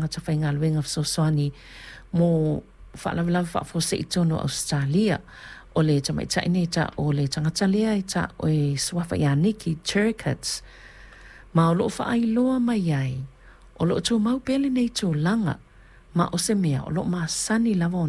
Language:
Samoan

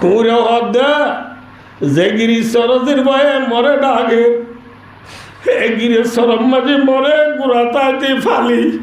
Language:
Rohingya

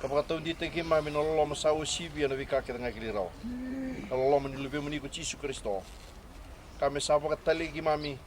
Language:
Fijian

